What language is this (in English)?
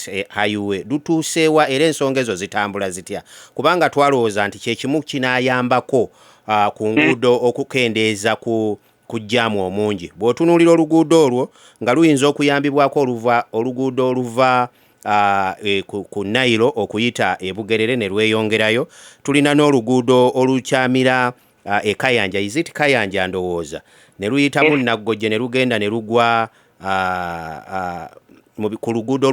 Ganda